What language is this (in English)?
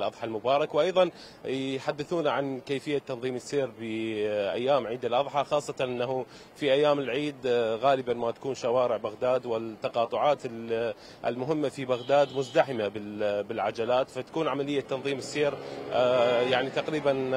Mesopotamian Arabic